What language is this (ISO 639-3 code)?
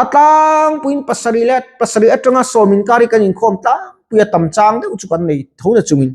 lus